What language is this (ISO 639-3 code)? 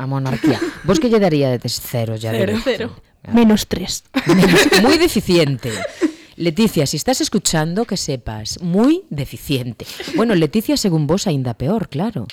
glg